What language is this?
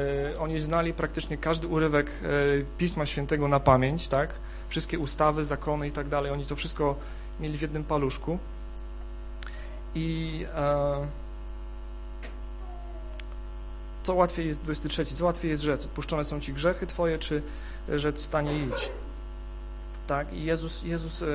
Polish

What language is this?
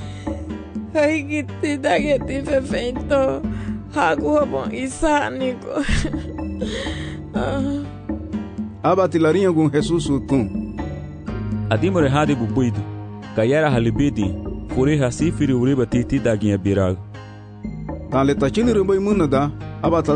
Garifuna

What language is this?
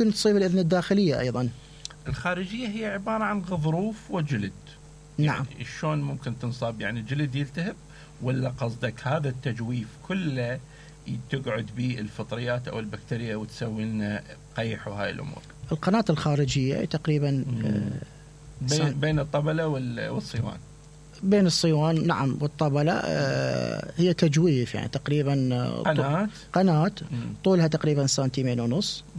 Mesopotamian Arabic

